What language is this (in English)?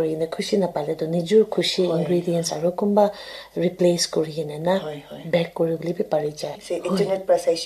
Naga Pidgin